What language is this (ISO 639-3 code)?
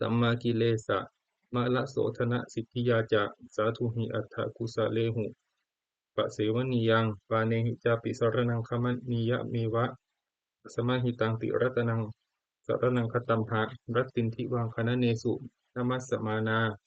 pli